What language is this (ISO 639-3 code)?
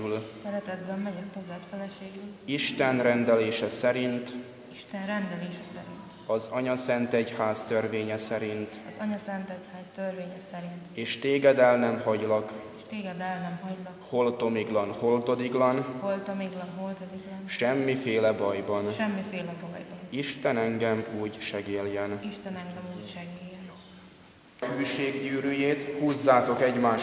hun